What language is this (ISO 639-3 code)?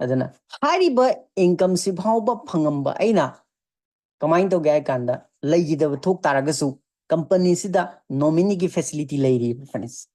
mni